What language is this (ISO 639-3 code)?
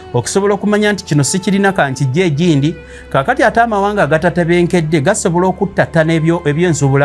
lug